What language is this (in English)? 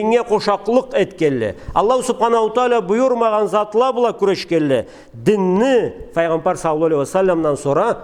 Karachay-Balkar